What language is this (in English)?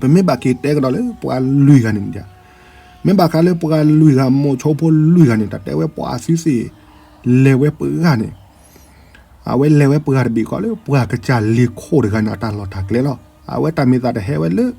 S'gaw Karen